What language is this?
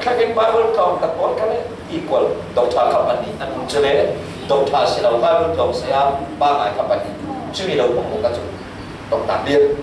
Falam Chin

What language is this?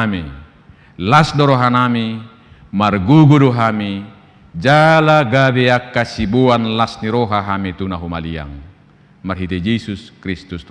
Batak Toba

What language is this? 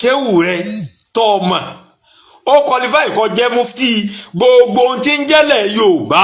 Yoruba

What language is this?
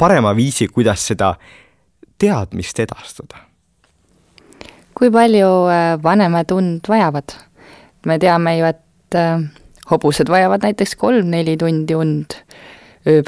Estonian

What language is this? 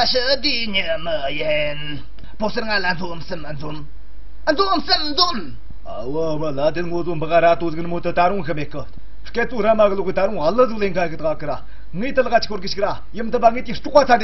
Tibetan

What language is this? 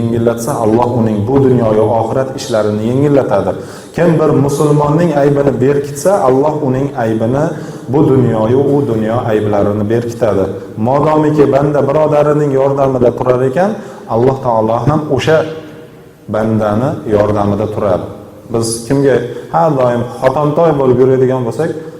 Uzbek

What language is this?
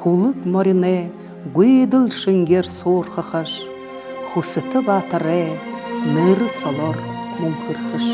Buriat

